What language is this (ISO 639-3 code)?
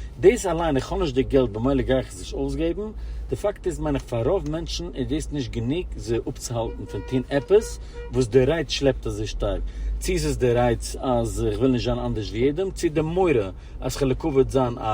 yid